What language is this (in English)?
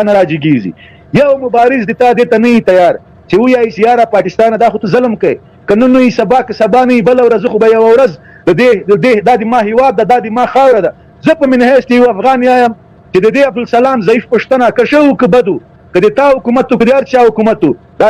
Pashto